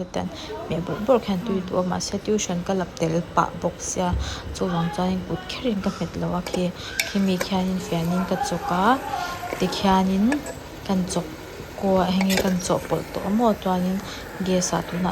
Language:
Mizo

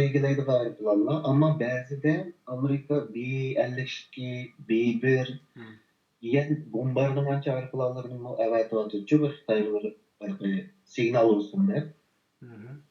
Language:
Uyghur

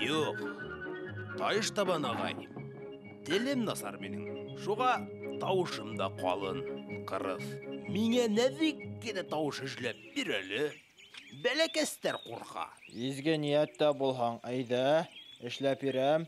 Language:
Bashkir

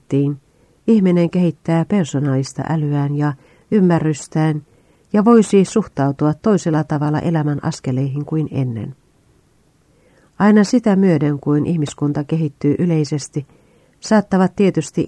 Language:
Finnish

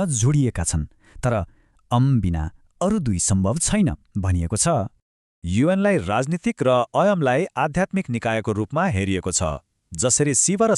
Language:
Nepali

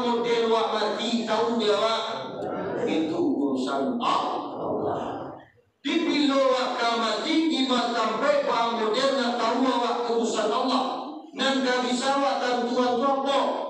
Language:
Minangkabau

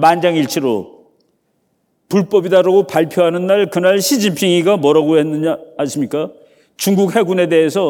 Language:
Korean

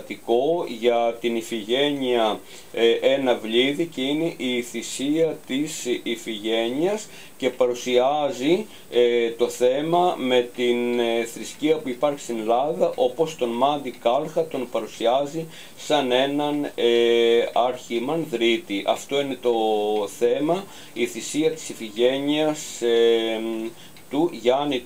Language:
Greek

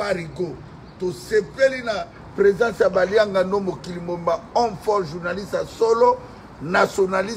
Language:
Lingala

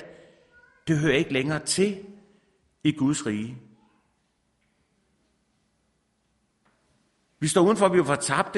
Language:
Danish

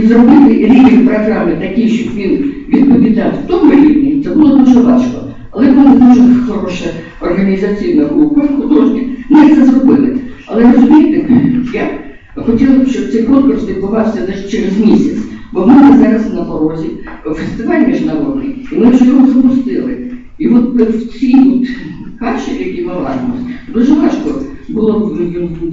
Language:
Ukrainian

